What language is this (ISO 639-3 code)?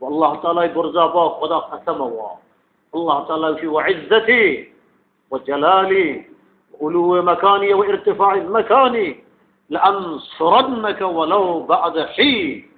bgp